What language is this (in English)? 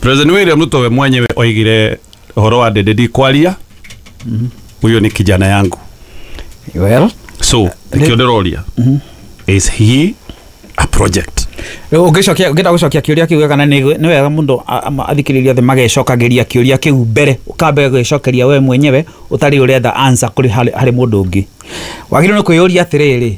Kikuyu